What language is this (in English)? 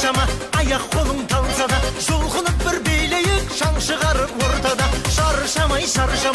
Kazakh